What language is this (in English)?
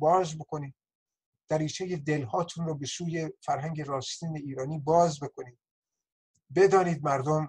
Persian